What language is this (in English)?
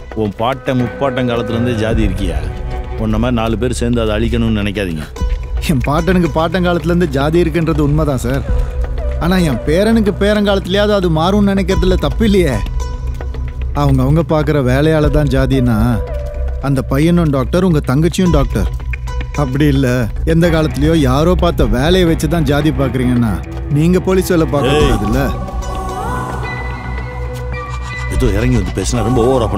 Tamil